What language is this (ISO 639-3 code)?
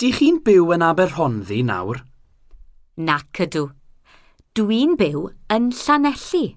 cym